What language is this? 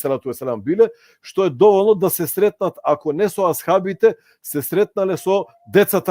Balkan Romani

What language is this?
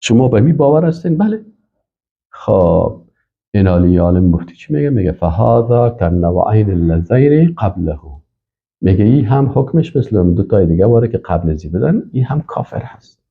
Persian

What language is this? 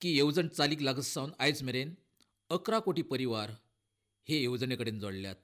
Konkani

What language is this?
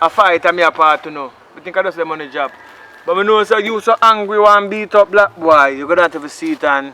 Jamaican Creole English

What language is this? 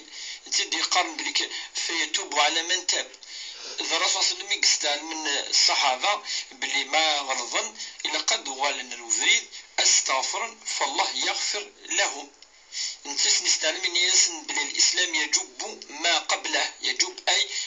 Kabyle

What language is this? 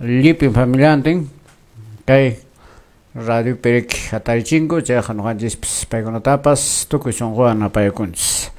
Quechua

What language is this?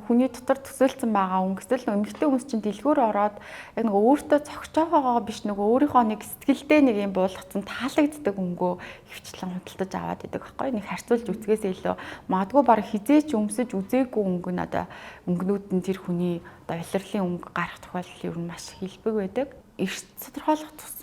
Mongolian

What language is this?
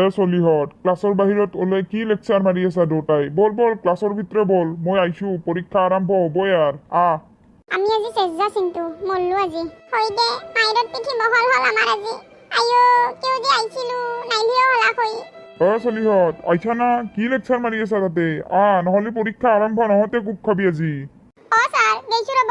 Assamese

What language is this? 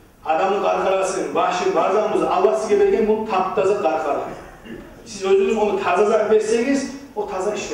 Kumyk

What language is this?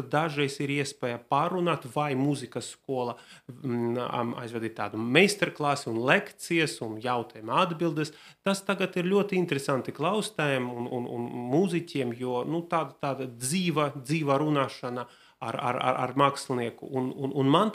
Latvian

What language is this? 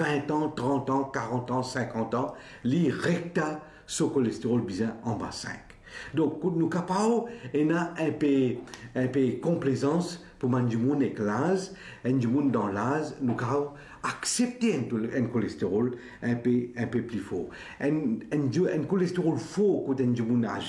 Morisyen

